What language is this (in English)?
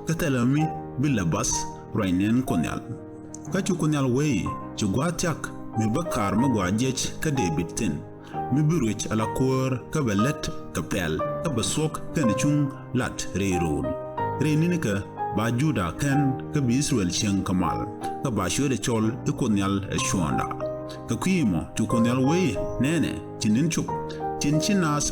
Nuer